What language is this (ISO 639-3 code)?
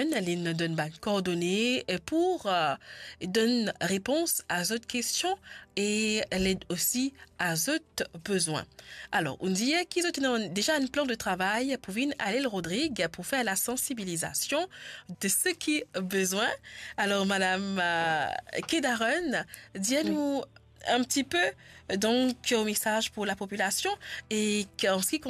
mfe